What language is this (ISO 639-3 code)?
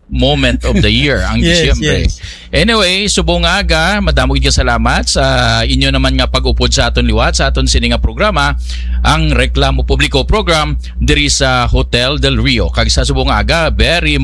hil